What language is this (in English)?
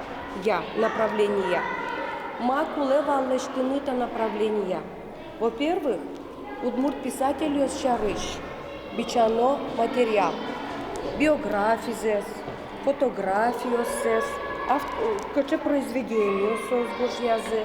Udmurt